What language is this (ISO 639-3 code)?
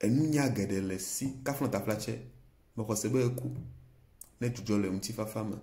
ewe